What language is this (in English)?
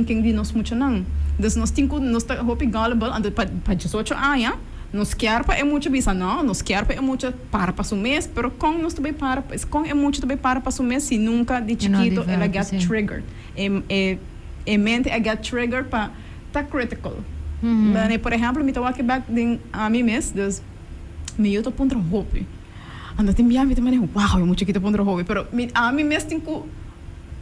Papiamento